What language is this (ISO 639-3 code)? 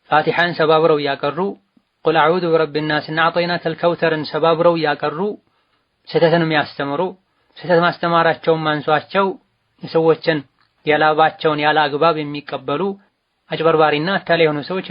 amh